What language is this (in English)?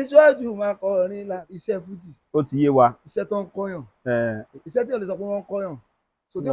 Yoruba